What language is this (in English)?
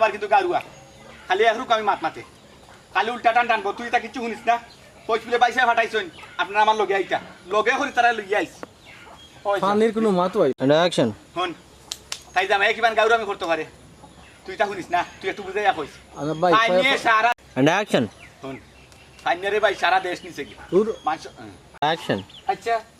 Sylheti